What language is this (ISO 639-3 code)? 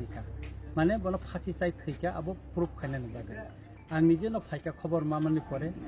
trp